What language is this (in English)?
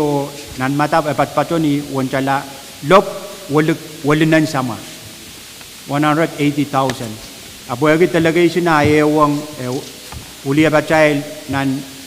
Pohnpeian